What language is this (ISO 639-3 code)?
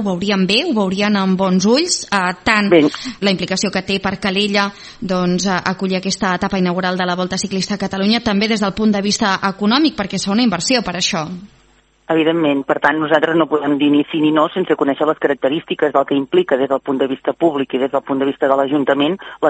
cat